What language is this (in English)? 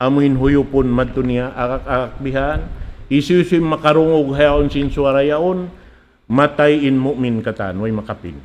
Tausug